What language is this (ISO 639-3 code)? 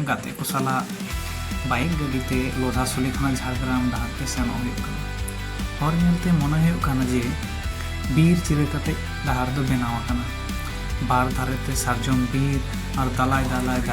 sat